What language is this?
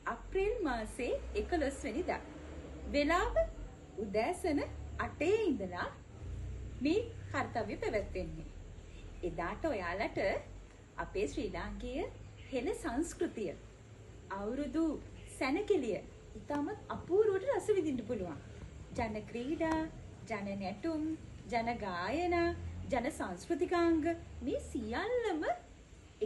Sinhala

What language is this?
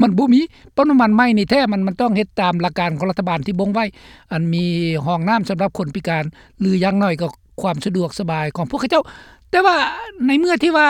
Lao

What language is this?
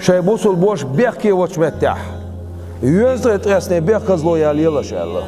Chechen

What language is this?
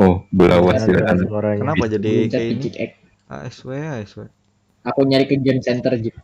Banjar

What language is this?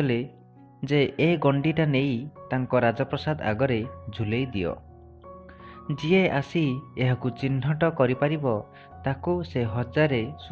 Odia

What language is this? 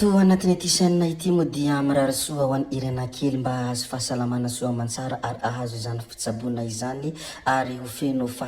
Malagasy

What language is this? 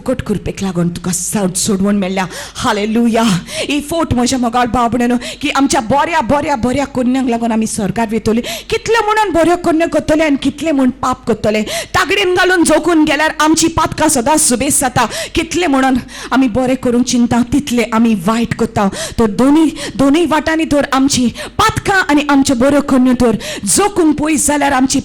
Konkani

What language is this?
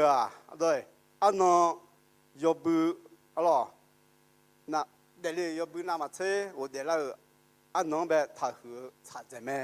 Akha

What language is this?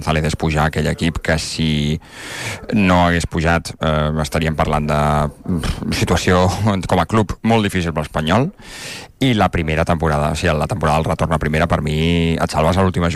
Catalan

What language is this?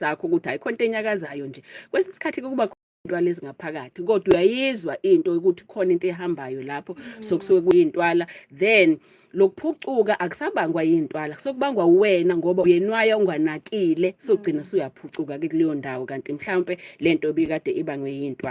Zulu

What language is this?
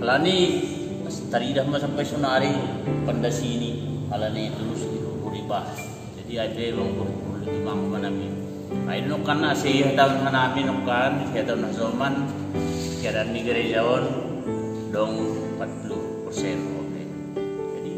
Batak Simalungun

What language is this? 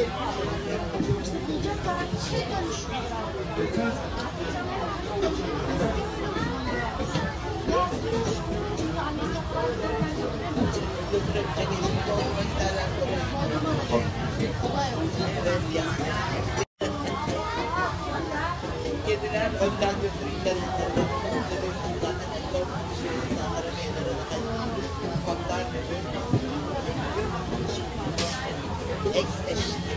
Turkish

